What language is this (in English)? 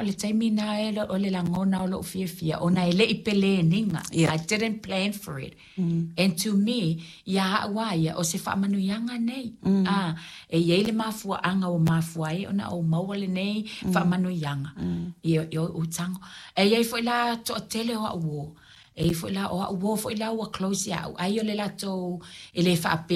Samoan